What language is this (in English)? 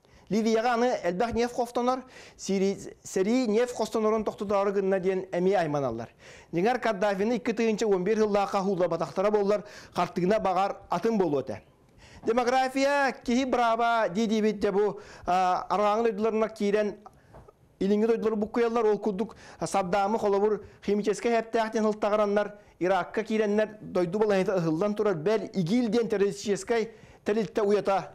Yakut